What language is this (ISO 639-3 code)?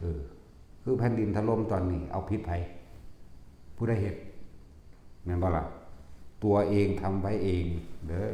tts